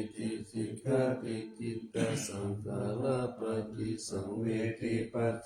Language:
Pali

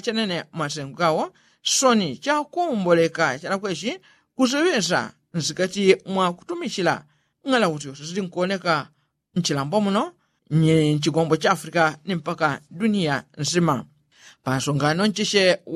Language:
Yao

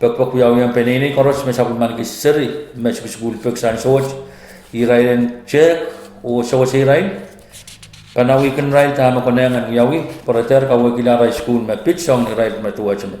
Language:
Pohnpeian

